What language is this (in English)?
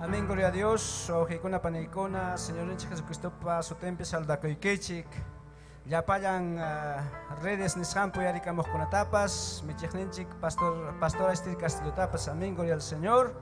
Ayacucho Quechua